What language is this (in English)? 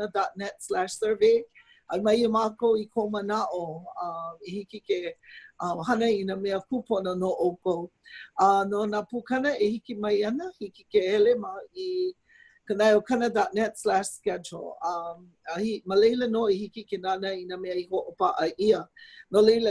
Hawaiian